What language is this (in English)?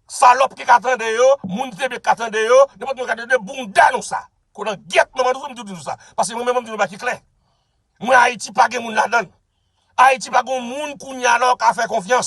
Haitian Creole